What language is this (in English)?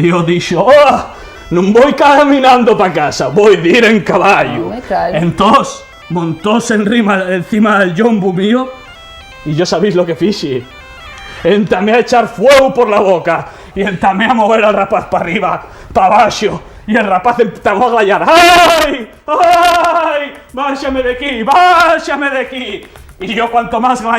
Asturian